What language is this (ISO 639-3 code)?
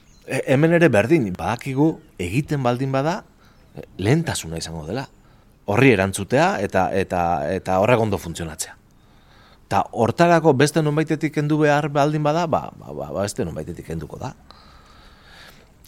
eus